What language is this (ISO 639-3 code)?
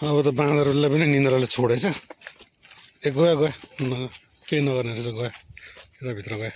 nep